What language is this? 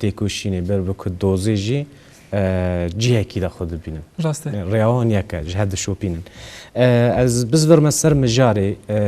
Kurdish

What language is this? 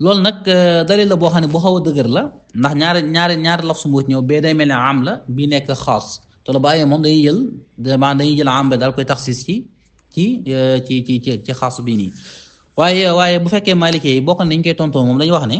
Wolof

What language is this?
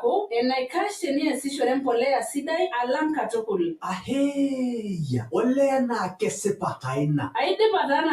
Masai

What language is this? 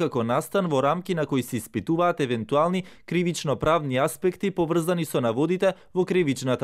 Macedonian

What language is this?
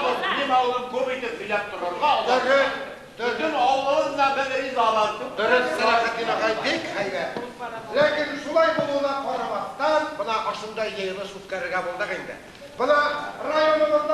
Bashkir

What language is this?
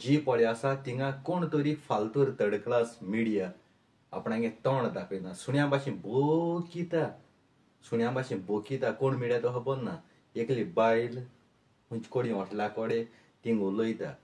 Konkani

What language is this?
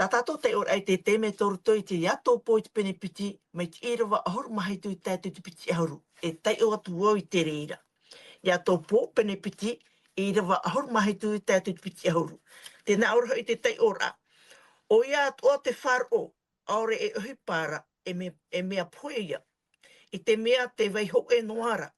Tahitian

